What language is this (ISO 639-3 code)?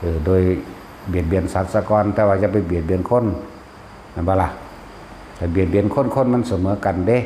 tts